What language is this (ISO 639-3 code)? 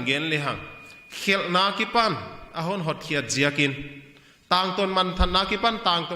pck